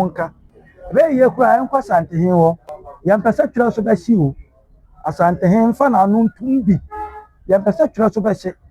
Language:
Akan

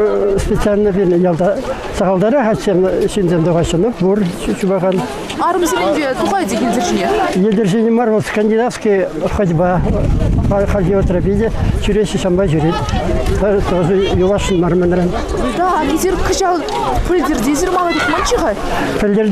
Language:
Chuvash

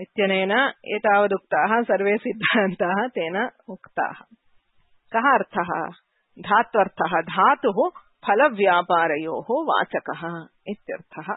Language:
Sanskrit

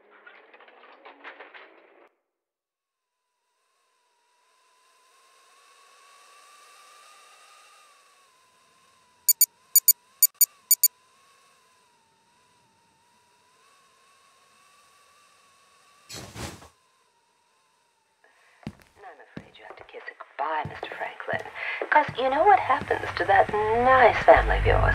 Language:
English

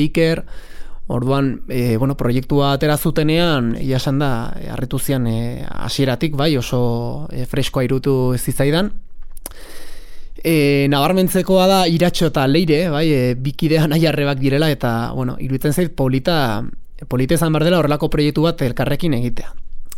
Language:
Basque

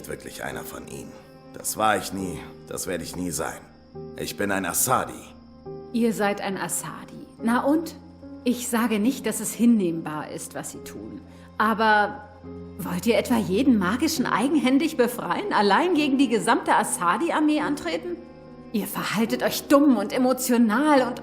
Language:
Swiss German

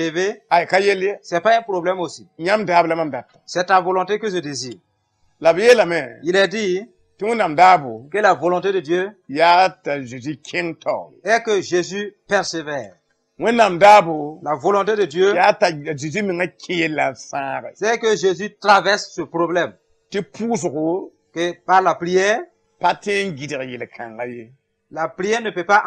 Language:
Mossi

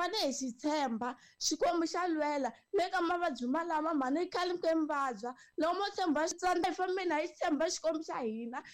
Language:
Tsonga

